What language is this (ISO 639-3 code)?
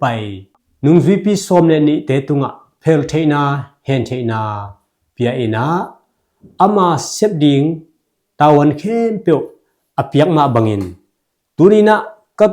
ctd